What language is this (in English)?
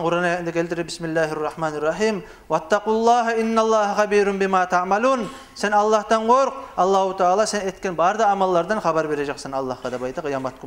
Kumyk